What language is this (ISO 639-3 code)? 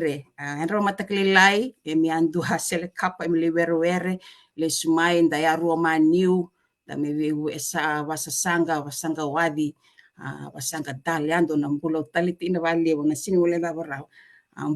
fij